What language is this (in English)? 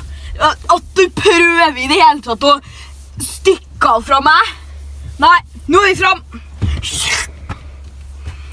Norwegian